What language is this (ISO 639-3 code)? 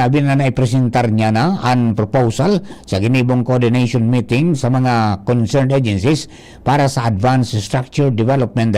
bik